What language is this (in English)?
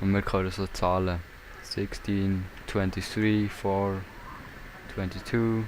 Swiss German